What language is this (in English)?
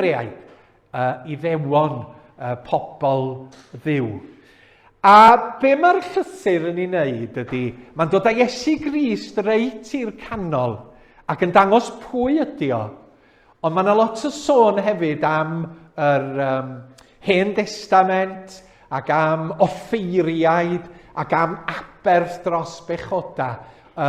Welsh